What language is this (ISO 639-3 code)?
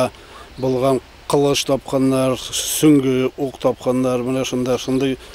bak